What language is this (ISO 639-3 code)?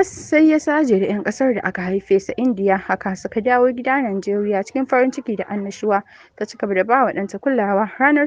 hau